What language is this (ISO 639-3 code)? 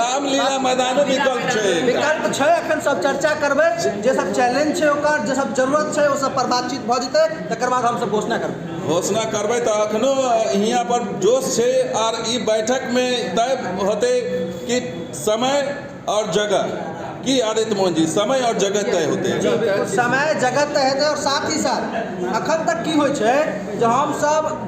mai